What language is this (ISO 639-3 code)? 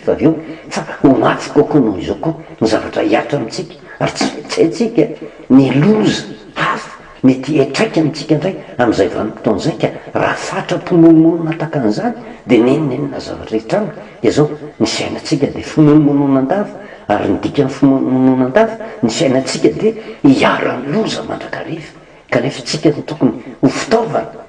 mlg